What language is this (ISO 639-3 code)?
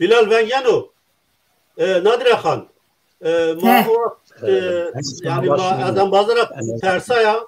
zza